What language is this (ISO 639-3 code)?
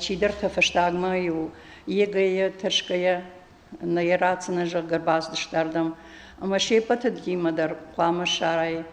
oss